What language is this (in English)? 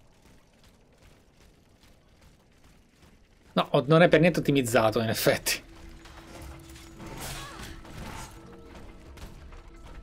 Italian